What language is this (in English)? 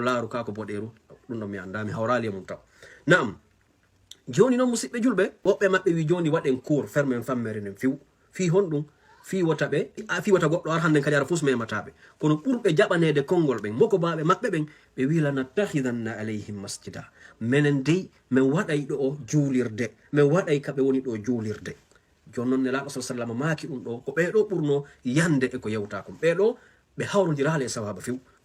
Fula